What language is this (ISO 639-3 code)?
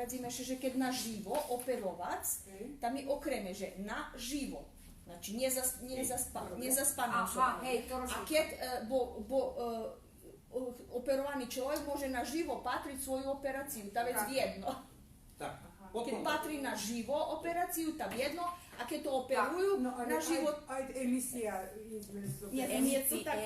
rue